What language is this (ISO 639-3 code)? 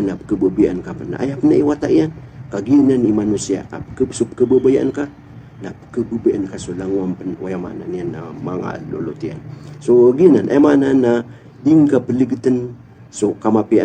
mrw